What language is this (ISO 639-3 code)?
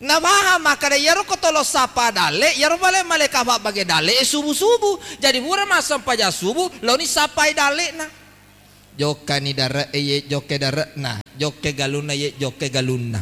bug